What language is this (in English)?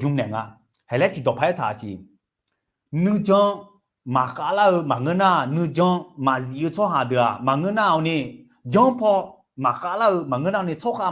Akha